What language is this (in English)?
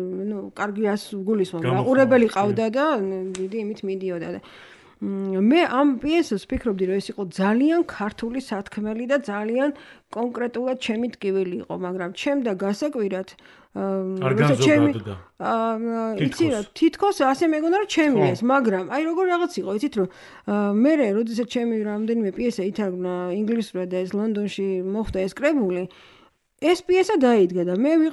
Georgian